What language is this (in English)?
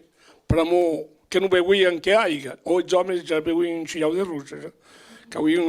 Occitan